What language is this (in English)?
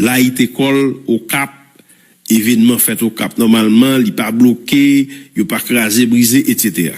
Haitian Creole